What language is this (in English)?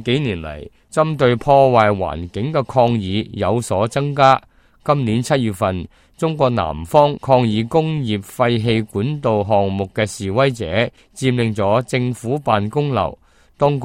Cantonese